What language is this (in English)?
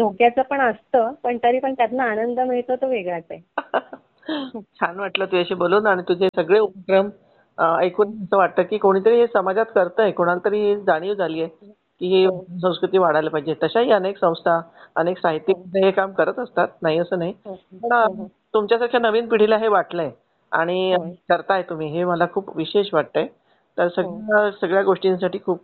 Marathi